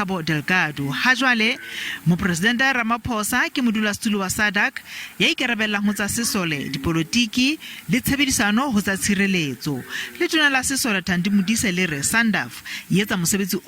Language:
Southern Sotho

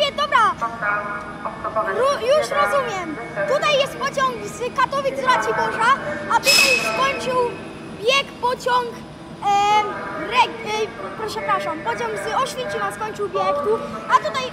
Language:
Polish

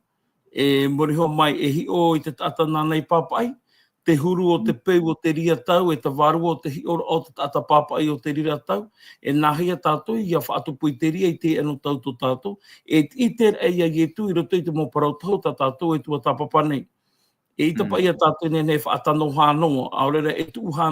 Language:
Tahitian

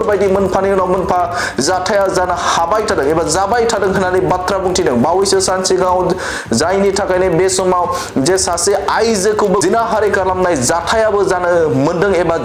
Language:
Bodo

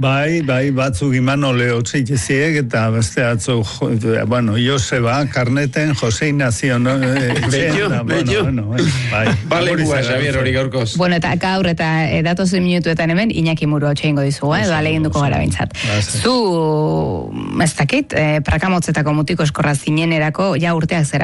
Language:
Basque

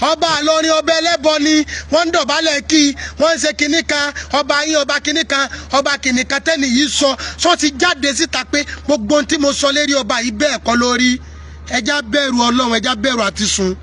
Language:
Yoruba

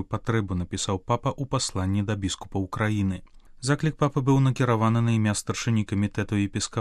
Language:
Belarusian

